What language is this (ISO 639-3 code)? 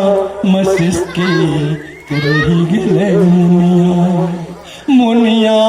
anp